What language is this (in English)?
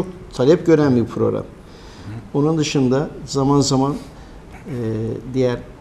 Turkish